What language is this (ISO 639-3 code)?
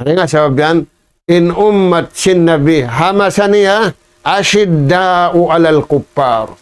tsg